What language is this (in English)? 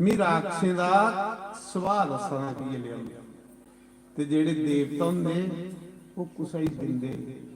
Dogri